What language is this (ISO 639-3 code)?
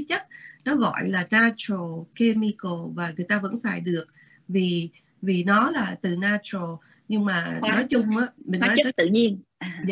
vie